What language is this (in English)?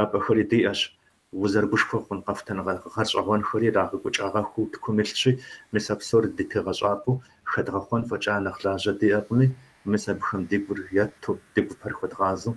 Kabardian